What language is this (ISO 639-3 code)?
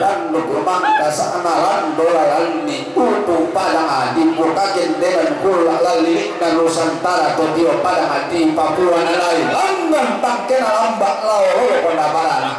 sda